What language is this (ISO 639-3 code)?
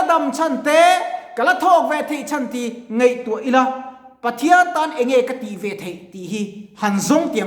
lus